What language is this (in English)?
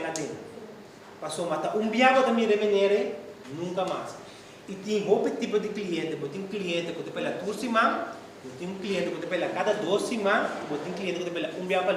Papiamento